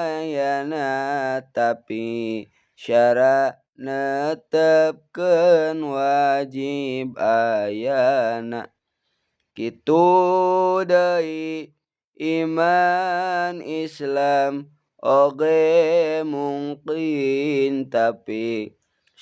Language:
Sundanese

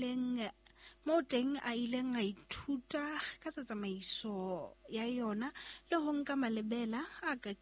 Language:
Southern Sotho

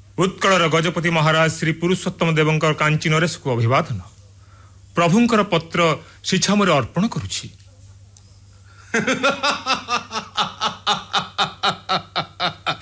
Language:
Odia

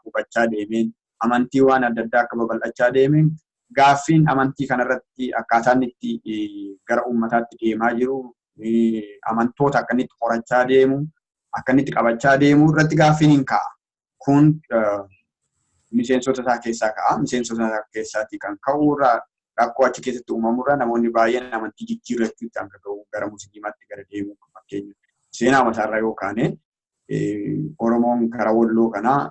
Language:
Oromo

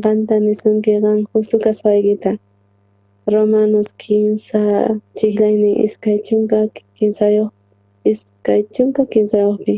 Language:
South Bolivian Quechua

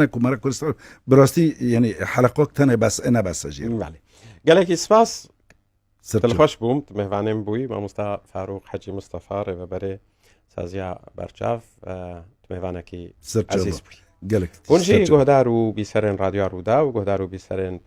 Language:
Kurdish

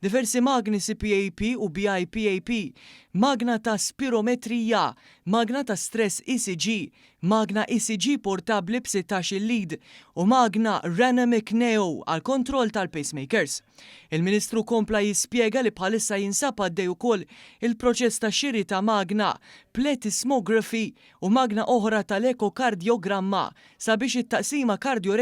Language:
Maltese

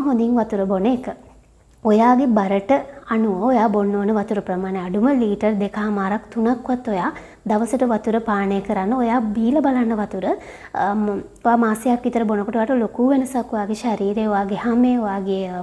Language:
Sinhala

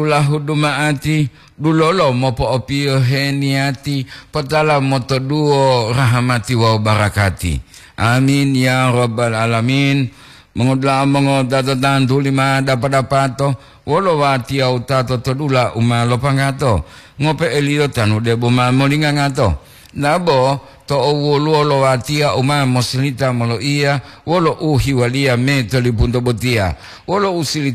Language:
Gorontalo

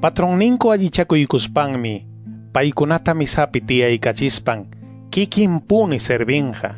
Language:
Quechua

